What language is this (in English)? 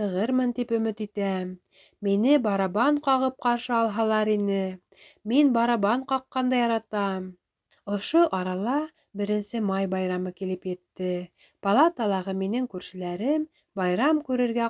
Bashkir